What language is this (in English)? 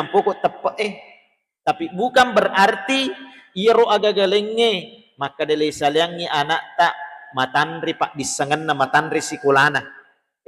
Buginese